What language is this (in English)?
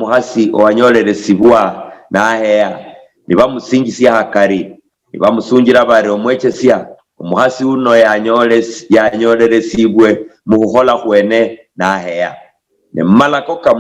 Luyia